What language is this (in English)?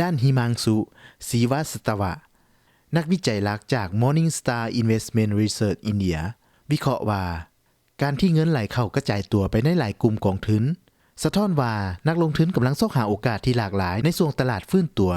Lao